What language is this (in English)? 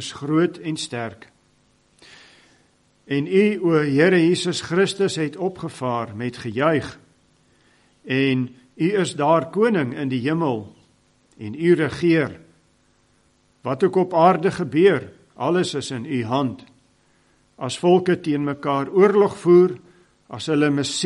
Afrikaans